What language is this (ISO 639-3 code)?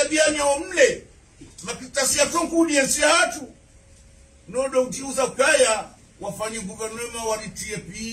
swa